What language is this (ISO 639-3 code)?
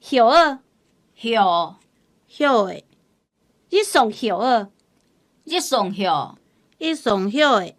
hak